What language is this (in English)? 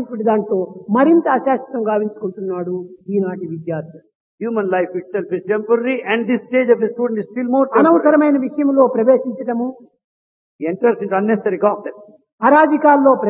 Telugu